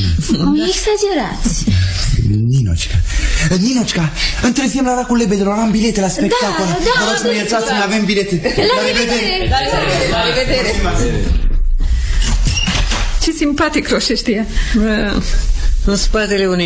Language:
Romanian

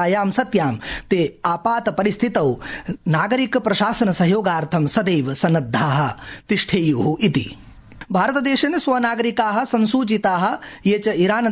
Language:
Sanskrit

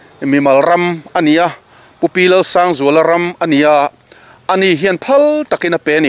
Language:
Mizo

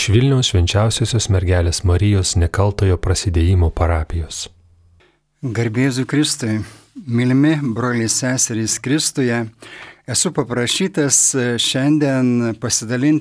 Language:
Lithuanian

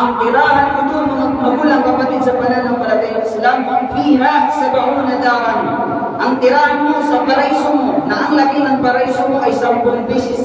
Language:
Maranao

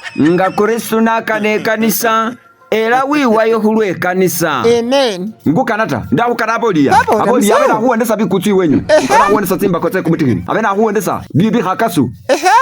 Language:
Masaaba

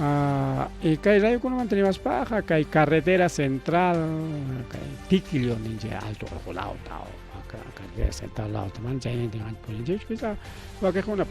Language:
Ayacucho Quechua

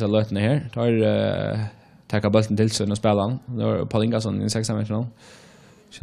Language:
Faroese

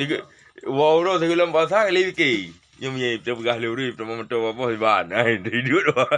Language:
Achinese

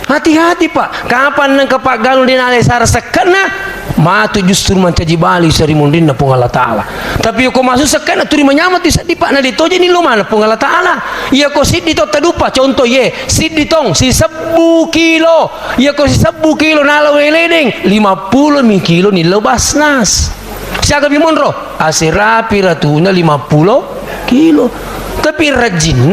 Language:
Buginese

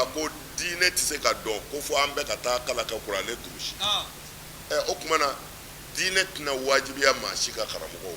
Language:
Bambara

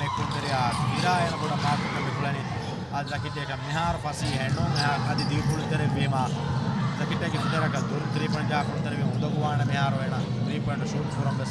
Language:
Divehi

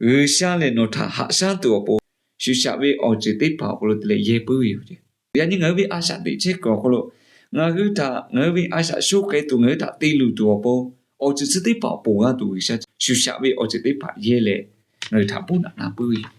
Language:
Lahu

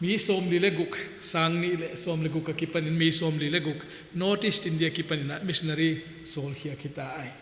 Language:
Paite Chin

